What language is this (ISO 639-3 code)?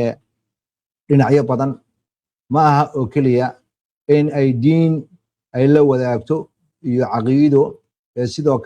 som